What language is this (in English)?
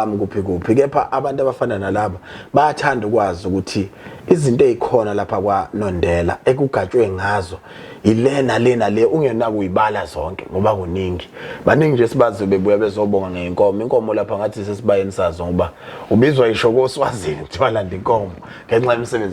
Zulu